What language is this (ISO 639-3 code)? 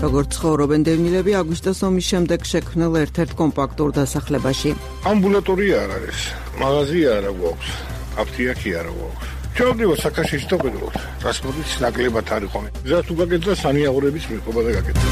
kat